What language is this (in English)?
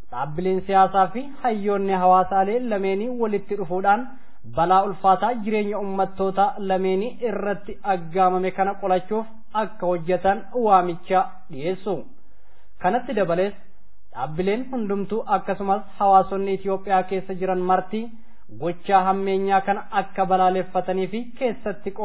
Oromo